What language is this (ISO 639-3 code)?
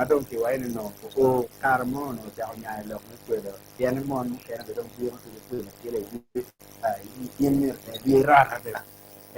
ach